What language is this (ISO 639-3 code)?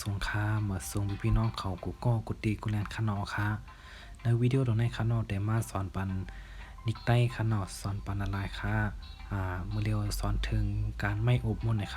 shn